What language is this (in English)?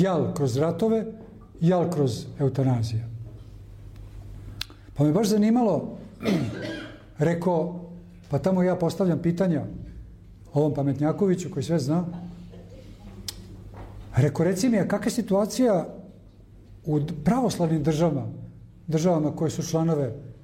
Serbian